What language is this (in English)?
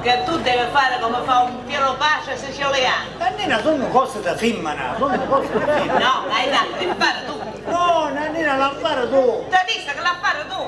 Sicilian